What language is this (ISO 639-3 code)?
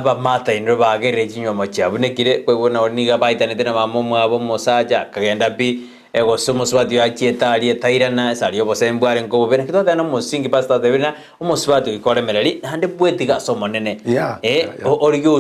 guz